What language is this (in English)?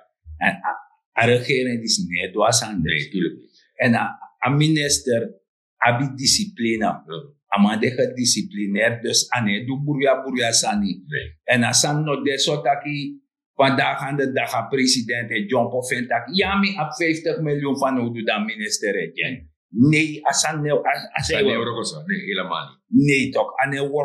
Sranan Tongo